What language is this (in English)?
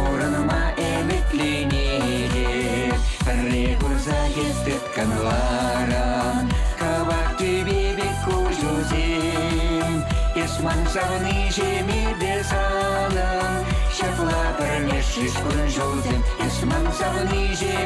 Chuvash